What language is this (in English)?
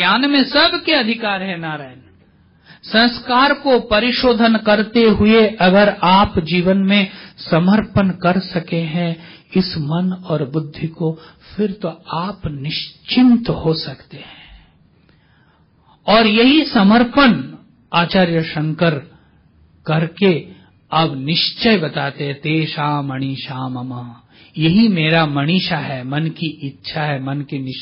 Hindi